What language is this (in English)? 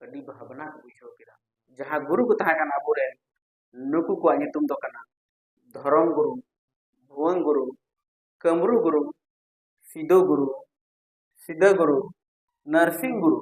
Santali